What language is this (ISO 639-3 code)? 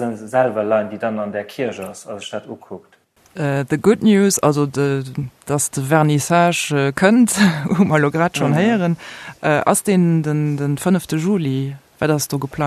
ltz